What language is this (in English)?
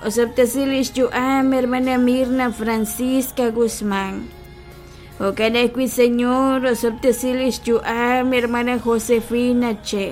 Kekchí